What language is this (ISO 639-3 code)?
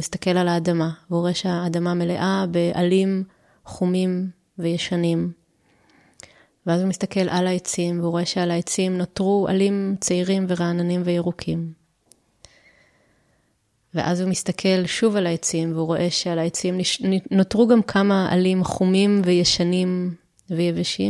heb